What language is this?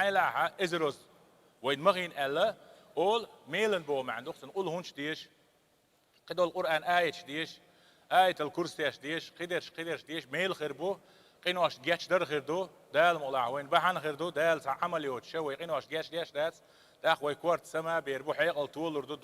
Chechen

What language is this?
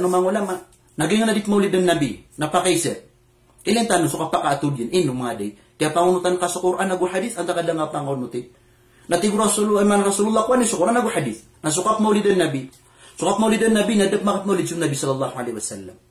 Maranao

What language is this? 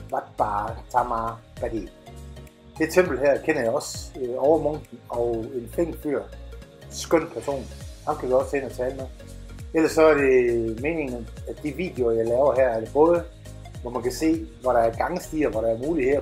Danish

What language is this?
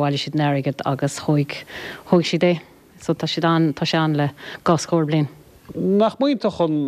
Irish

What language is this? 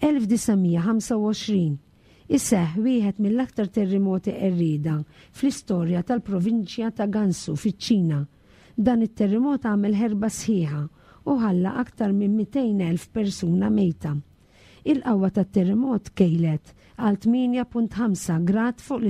Maltese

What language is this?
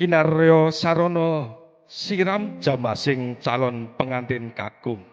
Javanese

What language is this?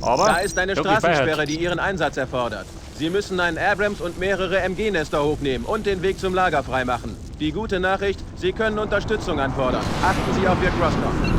Bavarian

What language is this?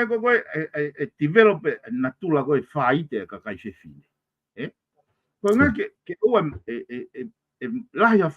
Tongan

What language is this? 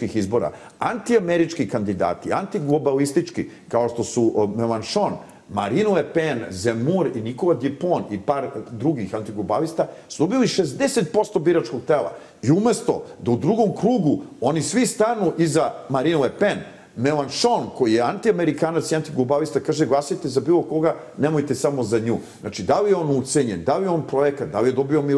Serbian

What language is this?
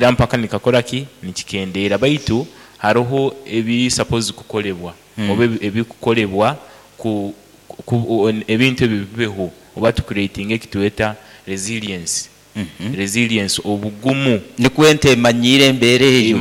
Nyoro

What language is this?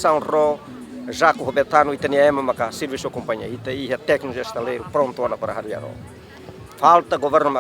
Tetum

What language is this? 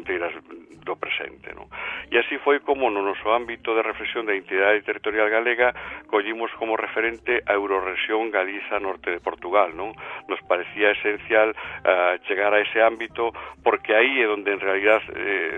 Galician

